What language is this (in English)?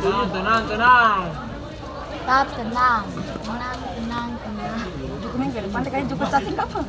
Ambonese Malay